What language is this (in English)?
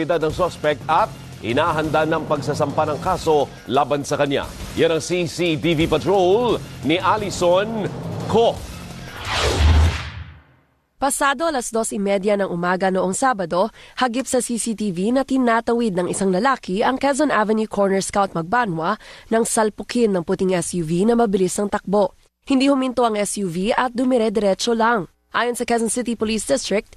Filipino